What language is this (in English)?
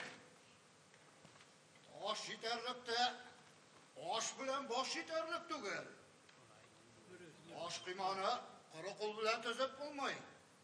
Tatar